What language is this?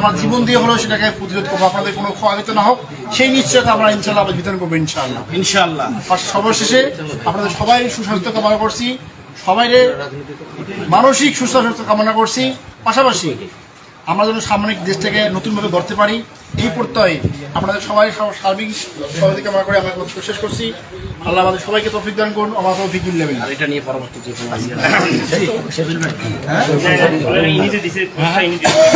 Bangla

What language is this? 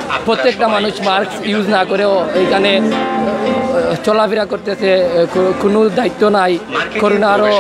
Sylheti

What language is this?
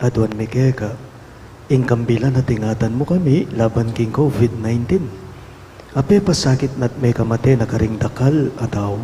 Pampanga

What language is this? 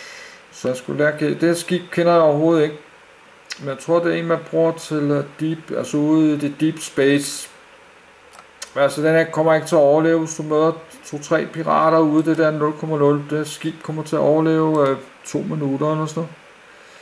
Danish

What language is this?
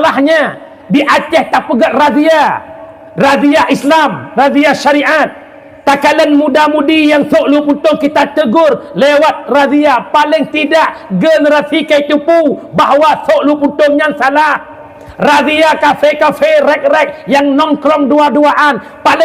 Achinese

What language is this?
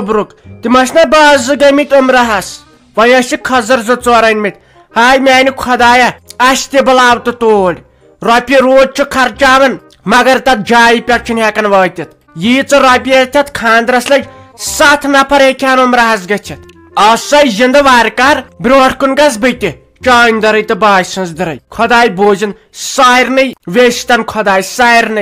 Kashmiri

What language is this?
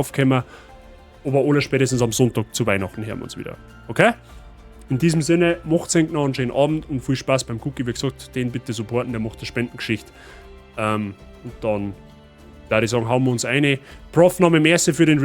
Bavarian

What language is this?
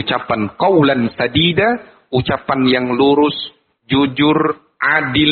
Indonesian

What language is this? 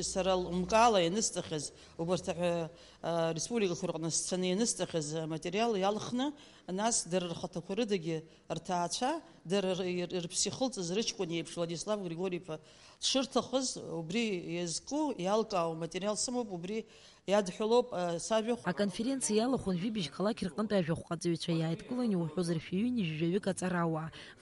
Abkhazian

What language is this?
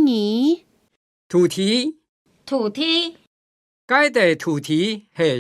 Hakka Chinese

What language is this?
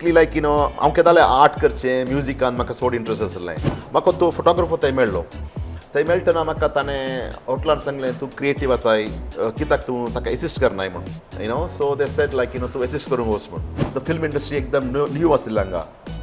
Konkani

